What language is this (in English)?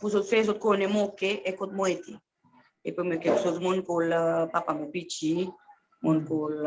Seselwa Creole French